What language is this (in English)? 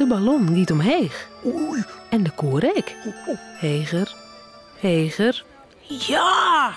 Western Frisian